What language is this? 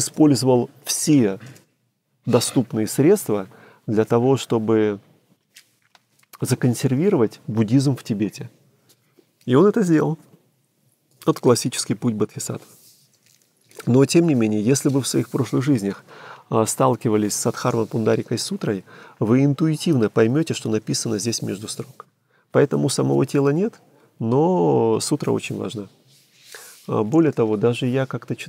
Russian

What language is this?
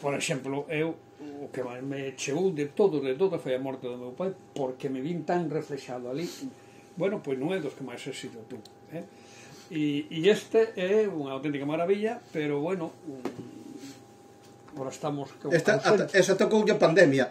Galician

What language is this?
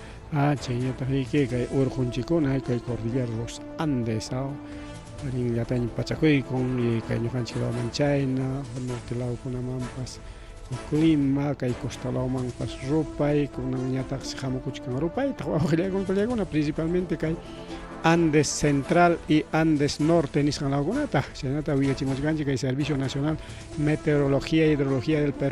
Ayacucho Quechua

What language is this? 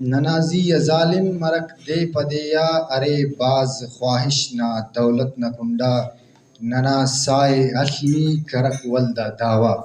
Brahui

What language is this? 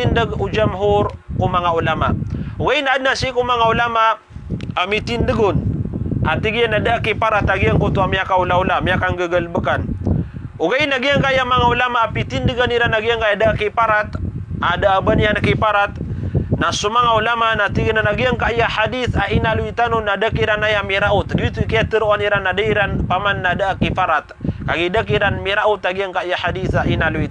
Maranao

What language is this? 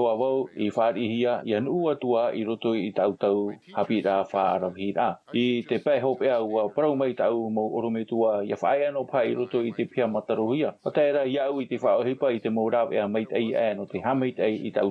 Tahitian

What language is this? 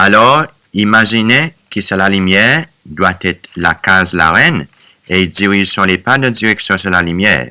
Seselwa Creole French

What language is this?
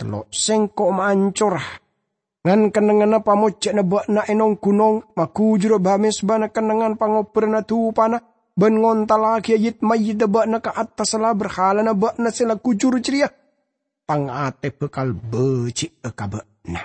Madurese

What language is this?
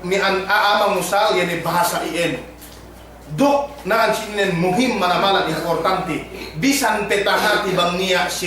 Yakan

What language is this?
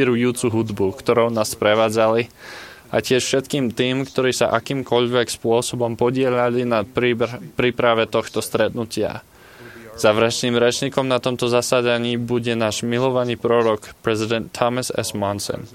Slovak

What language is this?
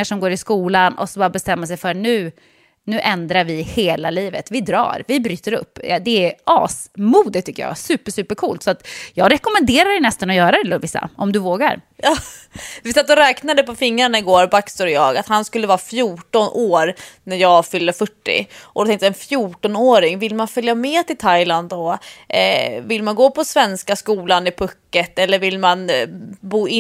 Swedish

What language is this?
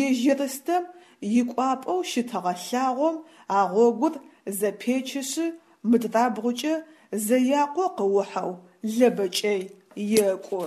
Adyghe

